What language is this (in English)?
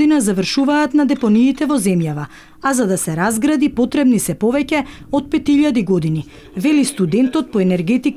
Macedonian